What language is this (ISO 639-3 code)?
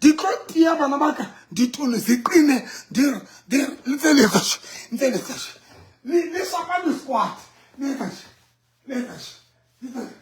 sot